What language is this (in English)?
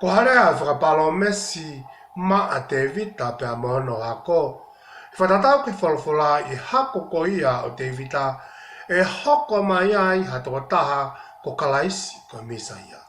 Tongan